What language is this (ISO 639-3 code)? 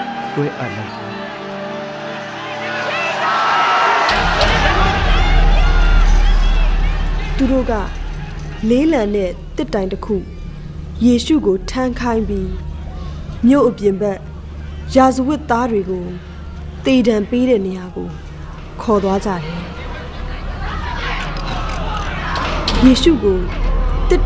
mya